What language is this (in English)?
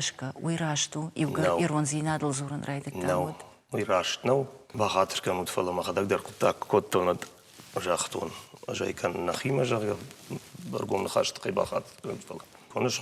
Ossetic